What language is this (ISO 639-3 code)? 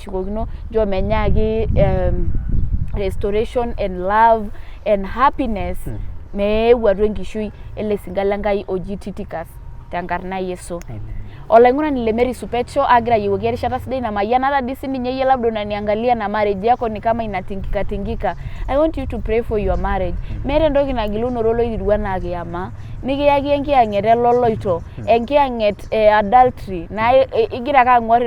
mas